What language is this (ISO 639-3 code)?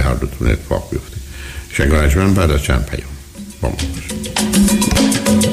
fas